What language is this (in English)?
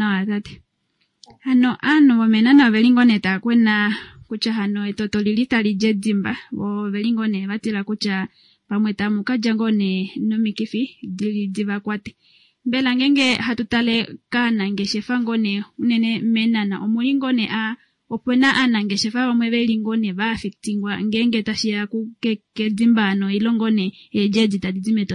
Kuanyama